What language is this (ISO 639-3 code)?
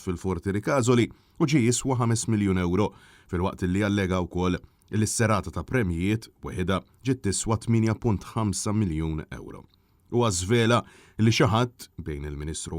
mlt